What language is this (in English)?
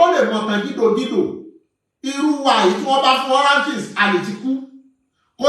Yoruba